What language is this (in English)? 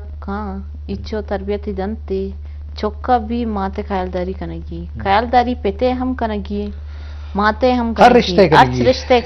Eastern Balochi